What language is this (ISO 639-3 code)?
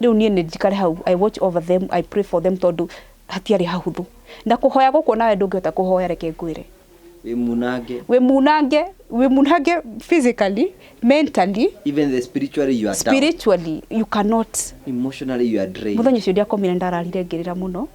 kik